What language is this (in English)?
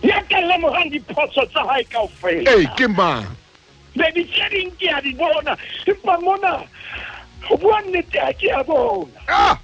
Southern Sotho